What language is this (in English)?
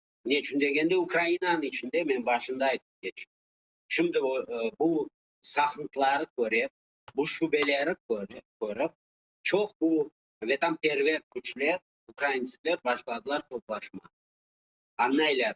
Crimean Tatar